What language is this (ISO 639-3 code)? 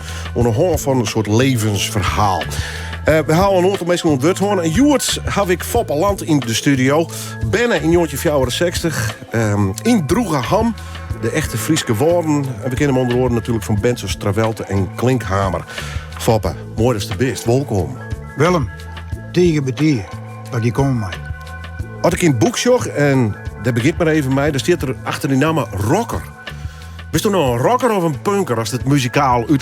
fry